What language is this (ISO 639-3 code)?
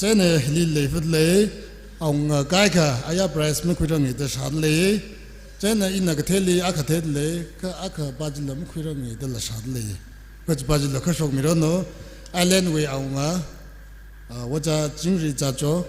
nmf